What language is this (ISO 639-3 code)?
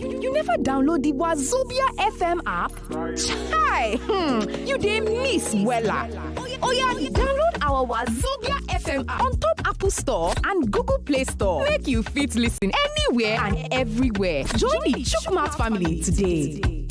pcm